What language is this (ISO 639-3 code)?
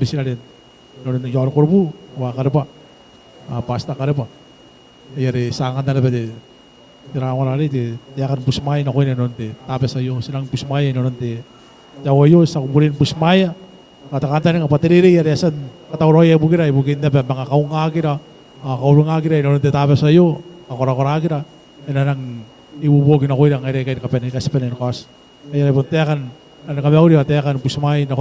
gil